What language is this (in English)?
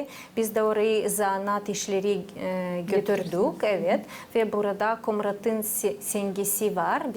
Gagauz